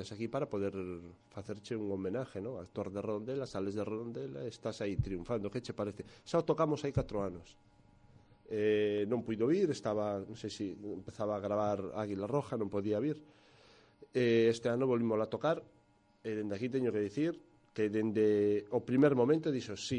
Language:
Galician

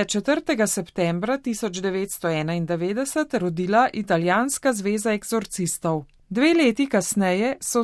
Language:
Slovenian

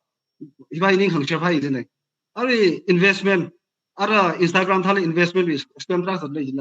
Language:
Tangkhul Naga (India)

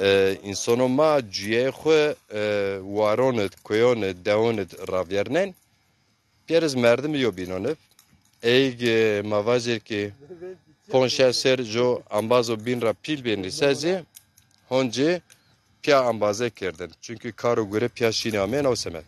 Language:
Zaza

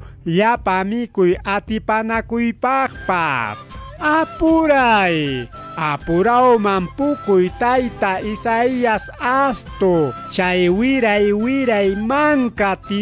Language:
Ayacucho Quechua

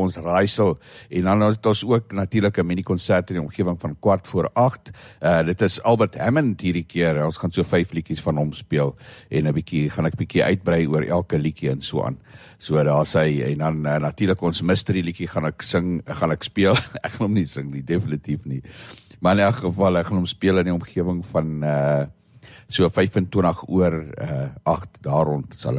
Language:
Afrikaans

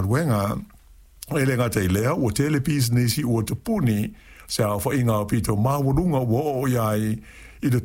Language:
Samoan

